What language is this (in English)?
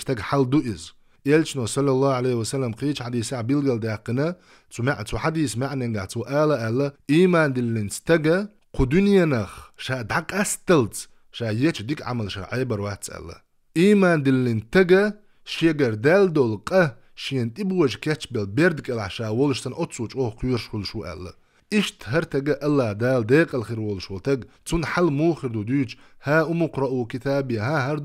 Chechen